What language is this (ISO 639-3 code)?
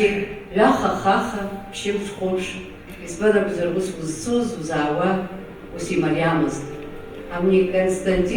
abk